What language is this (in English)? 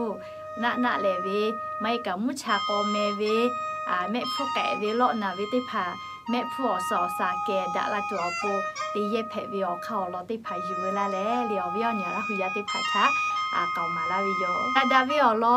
Lahu